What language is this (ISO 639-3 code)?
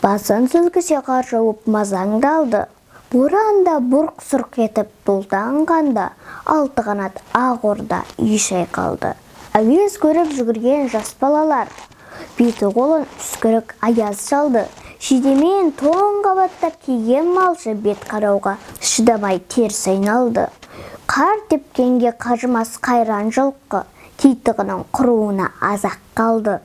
kaz